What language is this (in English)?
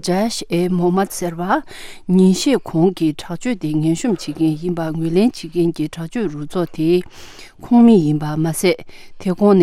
Tibetan